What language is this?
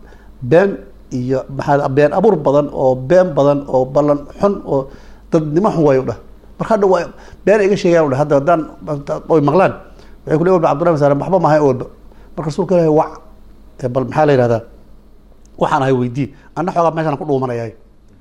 Somali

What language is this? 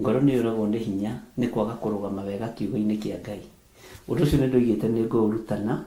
Kikuyu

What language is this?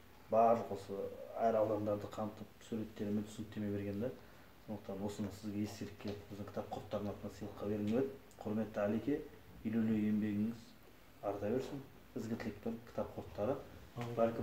Kazakh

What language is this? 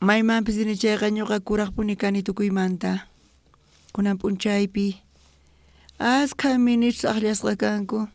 South Bolivian Quechua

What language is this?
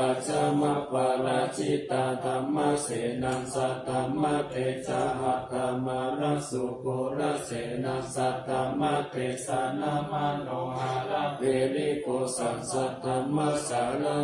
Pali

